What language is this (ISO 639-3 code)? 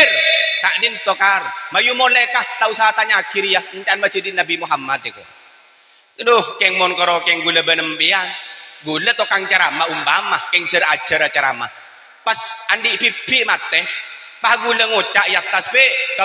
mad